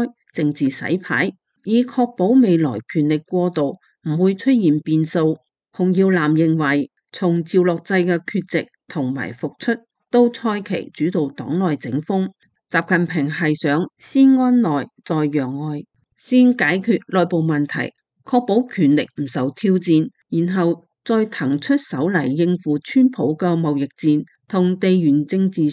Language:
Cantonese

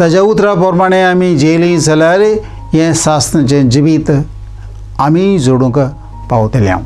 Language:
Konkani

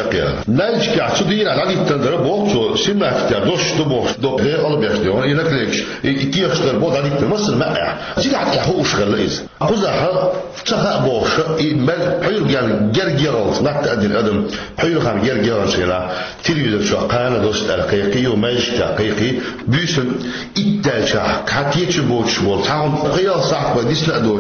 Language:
Chechen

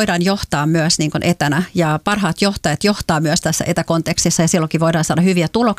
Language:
Finnish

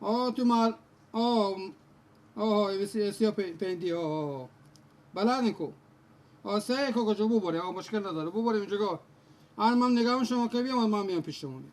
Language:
Persian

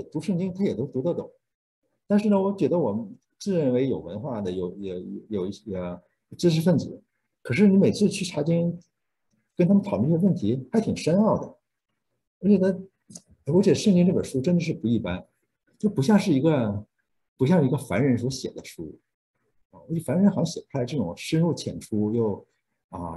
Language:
Chinese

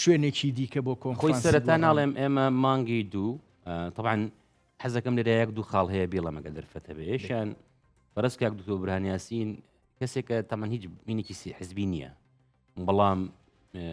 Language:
Central Kurdish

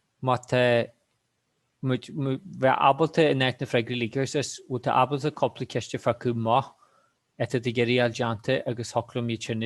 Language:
Irish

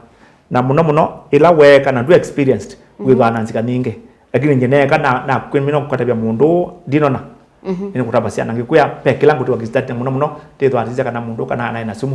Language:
Kamba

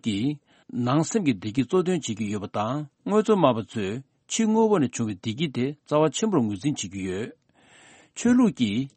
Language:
Tibetan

